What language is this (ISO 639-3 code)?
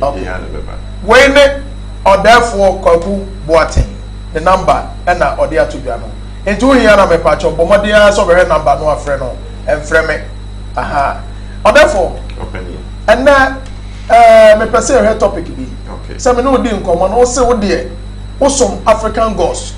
aka